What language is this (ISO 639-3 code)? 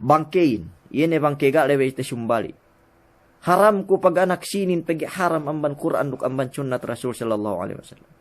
yka